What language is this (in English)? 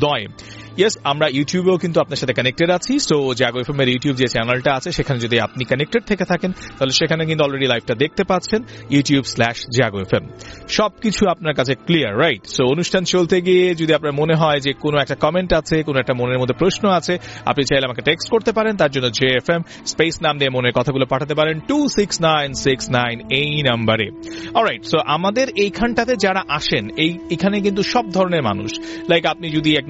Bangla